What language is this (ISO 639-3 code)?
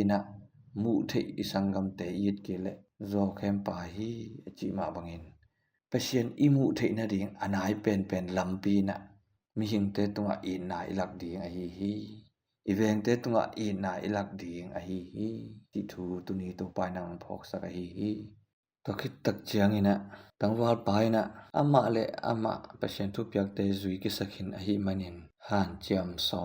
ctd